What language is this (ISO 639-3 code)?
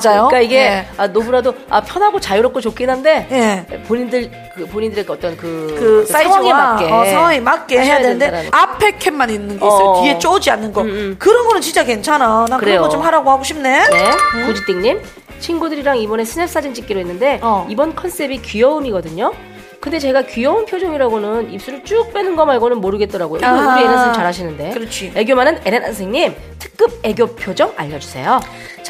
kor